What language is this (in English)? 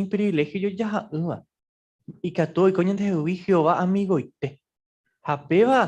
Guarani